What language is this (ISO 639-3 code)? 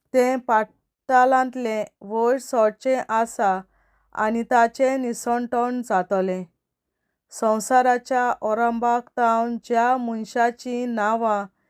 kok